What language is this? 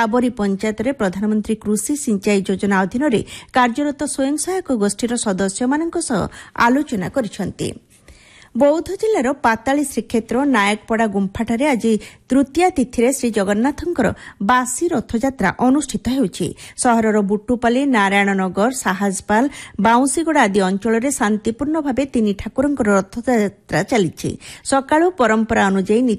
Odia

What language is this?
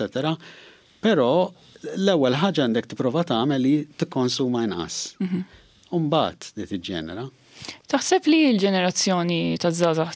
Maltese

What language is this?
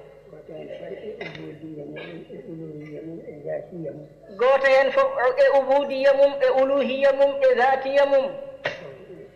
Fula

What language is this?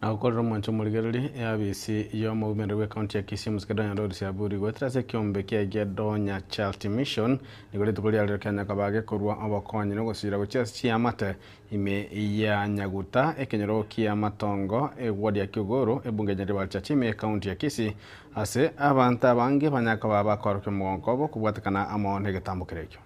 Gusii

